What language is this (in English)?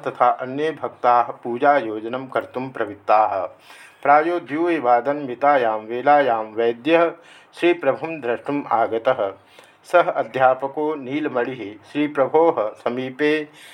Sanskrit